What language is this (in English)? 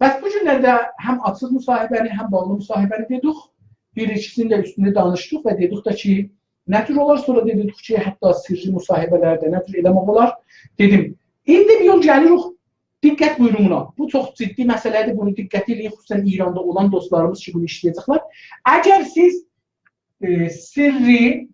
South Azerbaijani